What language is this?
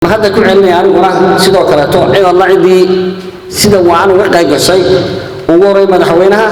Somali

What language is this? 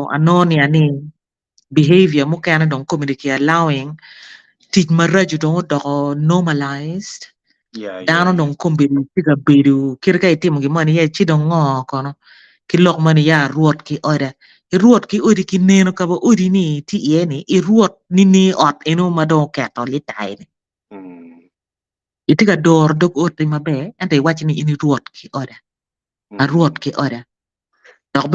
Acoli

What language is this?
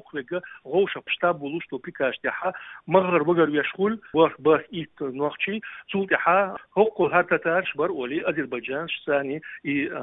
Chechen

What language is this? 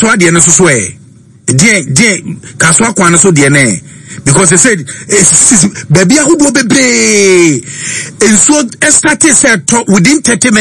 Akan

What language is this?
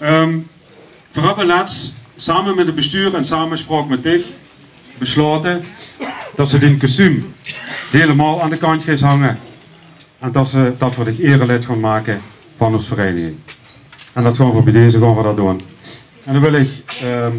Limburgish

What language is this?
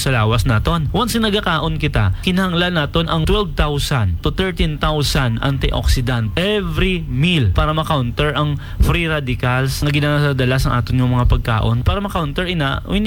Hiligaynon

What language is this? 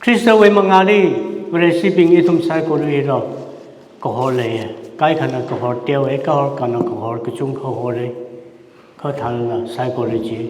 Tangkhul Naga (India)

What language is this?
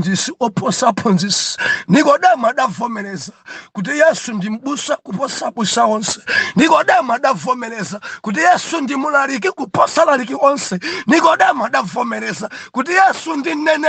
Nyanja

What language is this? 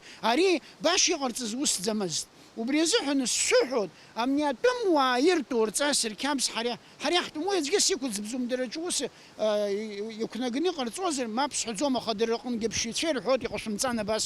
Abkhazian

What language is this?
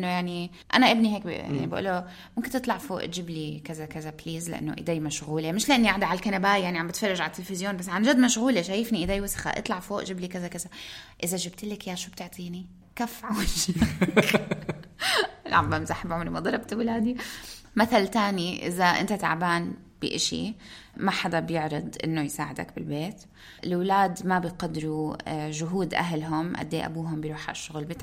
North Levantine Arabic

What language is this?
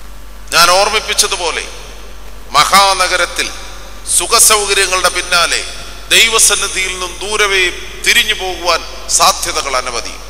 Malayalam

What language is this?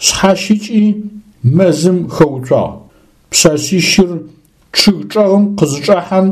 Adyghe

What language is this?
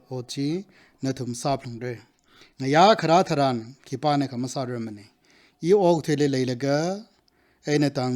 Tangkhul Naga (India)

